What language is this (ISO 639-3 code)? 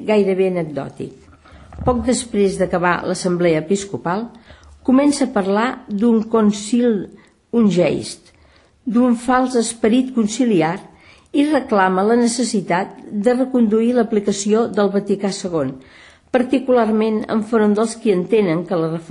cat